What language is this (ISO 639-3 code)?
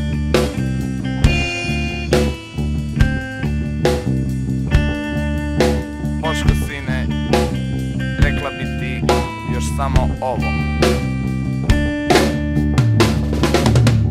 bos